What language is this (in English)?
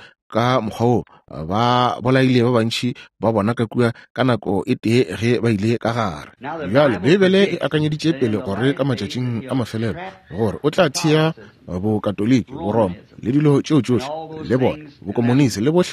Northern Sotho